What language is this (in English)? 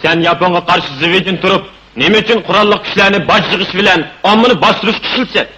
Uyghur